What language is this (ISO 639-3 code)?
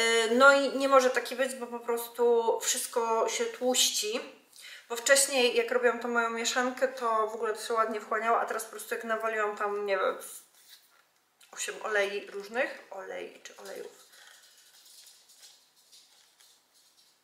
pol